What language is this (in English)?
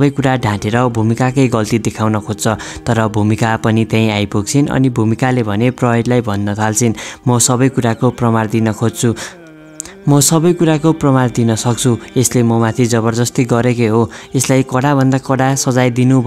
Nepali